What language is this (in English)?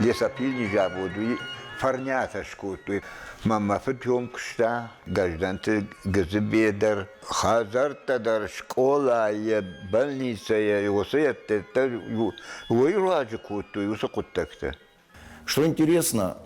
Ossetic